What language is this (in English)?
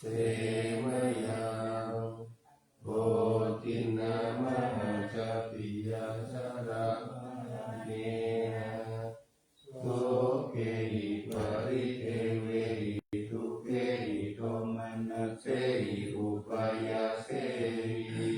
Pali